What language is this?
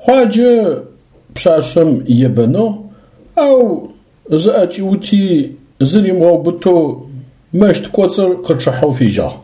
Adyghe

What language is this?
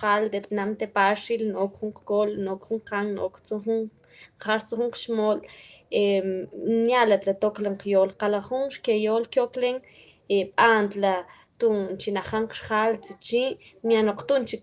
Mam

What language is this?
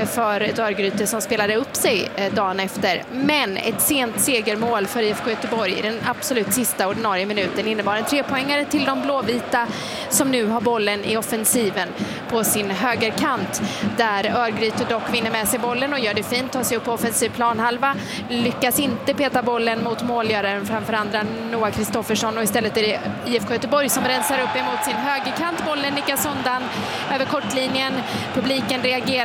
Swedish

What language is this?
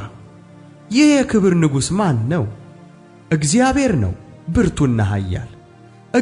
Amharic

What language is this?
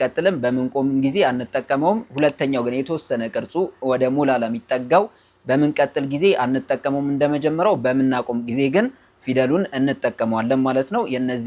Amharic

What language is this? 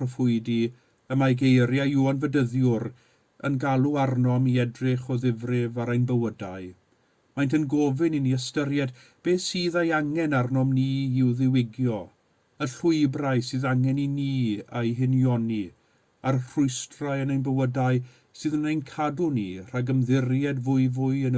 Welsh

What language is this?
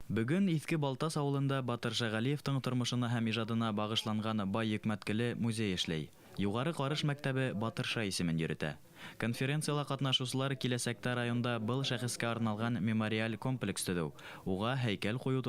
Bashkir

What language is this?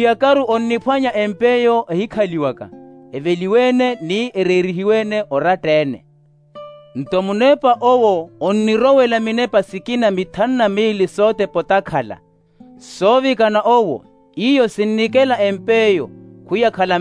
Makhuwa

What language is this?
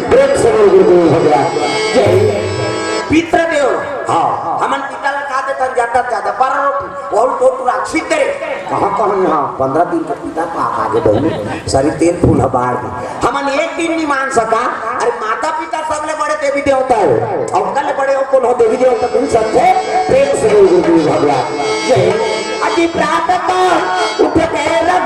Chhattisgarhi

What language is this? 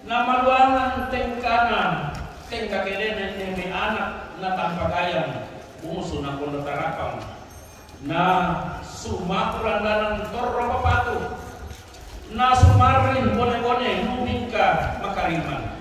Toraja-Sa'dan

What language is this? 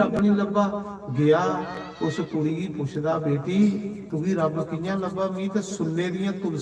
Dogri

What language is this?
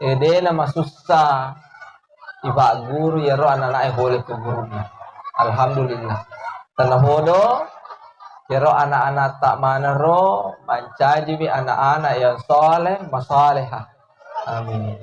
Buginese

